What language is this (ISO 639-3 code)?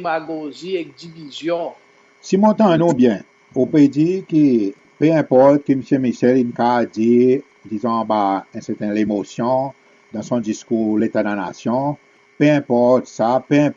crs